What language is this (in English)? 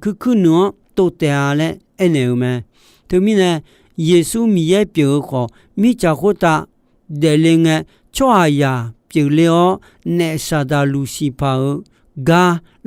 Akha